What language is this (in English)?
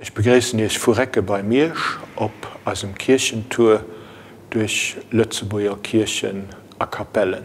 Luxembourgish